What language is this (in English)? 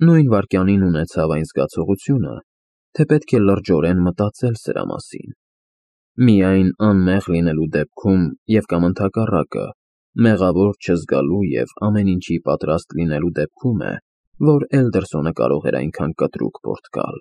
Armenian